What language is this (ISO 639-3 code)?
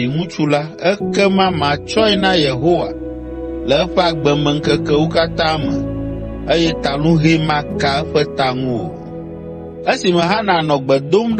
ewe